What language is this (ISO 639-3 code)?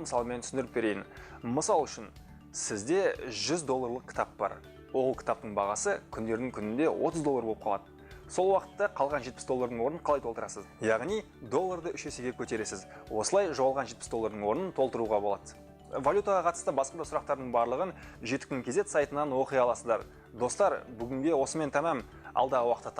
kaz